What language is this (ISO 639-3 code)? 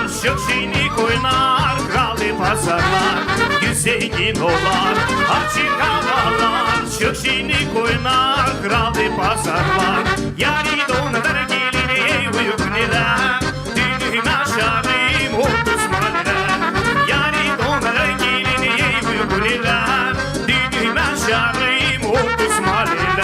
gag